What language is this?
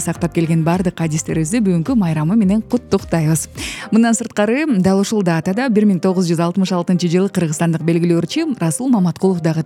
Kyrgyz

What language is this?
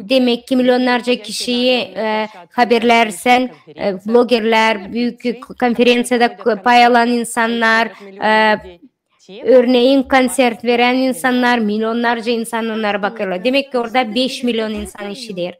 Gagauz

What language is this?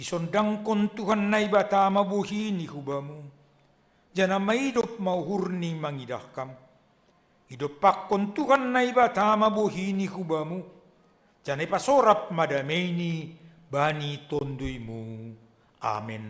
Batak Simalungun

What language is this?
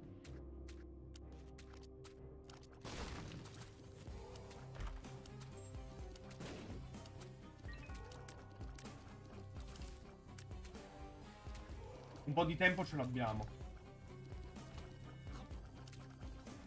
Italian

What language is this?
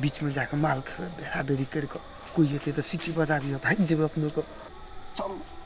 Maithili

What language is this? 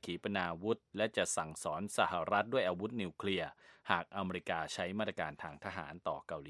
Thai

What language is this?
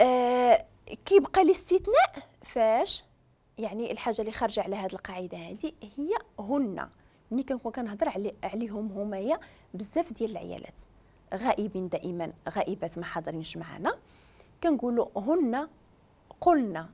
Moroccan Arabic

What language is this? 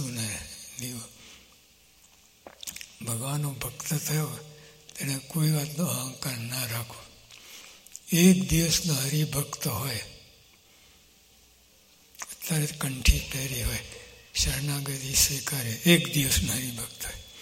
Gujarati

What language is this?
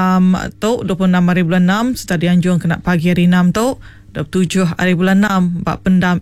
Iban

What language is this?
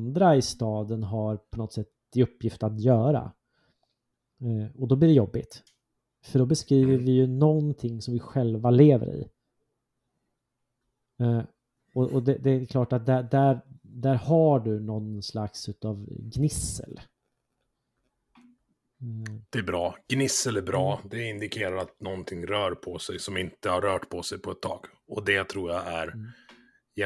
Swedish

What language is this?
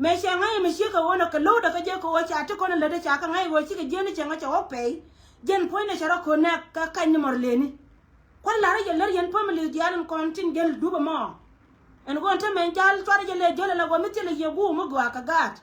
Nuer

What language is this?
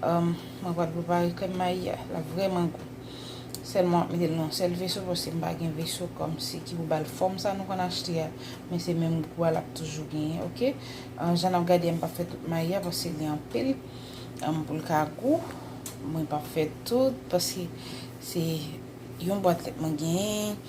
Haitian Creole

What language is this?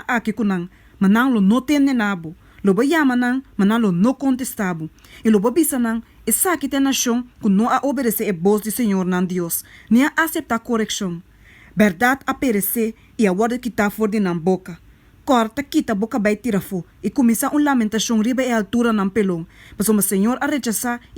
Papiamento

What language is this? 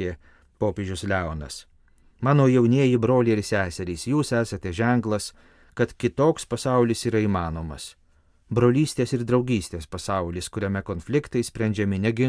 Lithuanian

